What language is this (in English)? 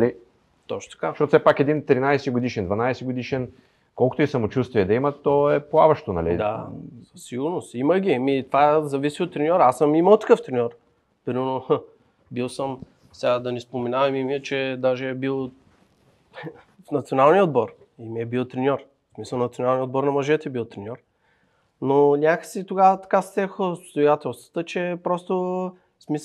Bulgarian